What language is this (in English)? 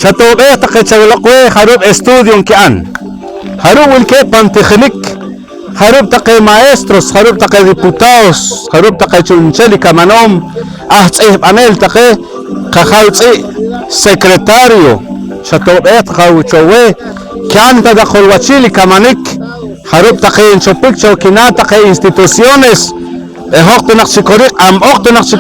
Poqomchi'